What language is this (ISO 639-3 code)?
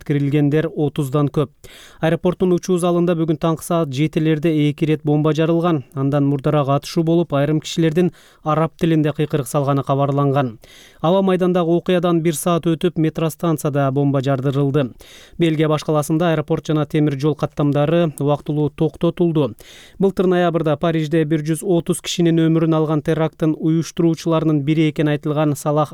kir